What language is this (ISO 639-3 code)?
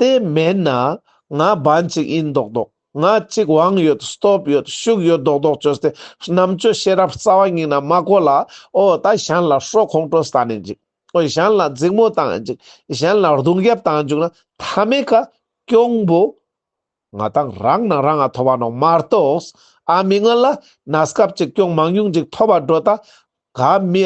lbj